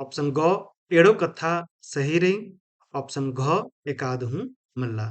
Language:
Kurukh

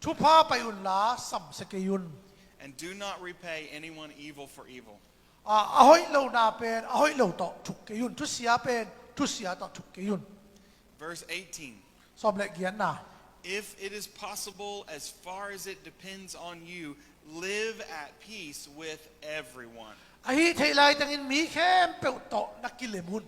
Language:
Tedim Chin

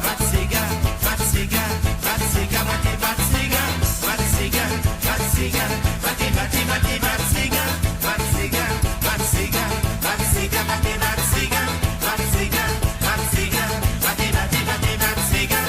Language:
Morisyen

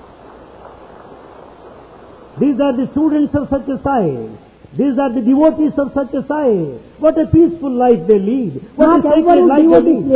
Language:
Telugu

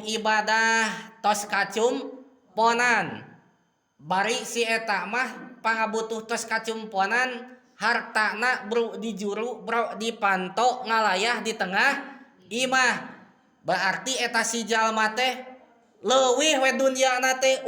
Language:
Sundanese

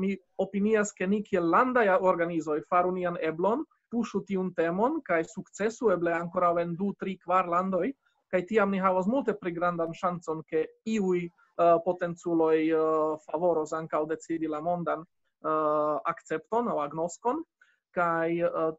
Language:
Esperanto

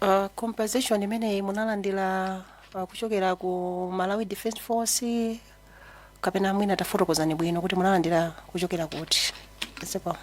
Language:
Nyanja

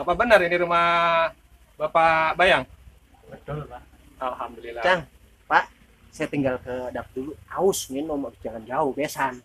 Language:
Betawi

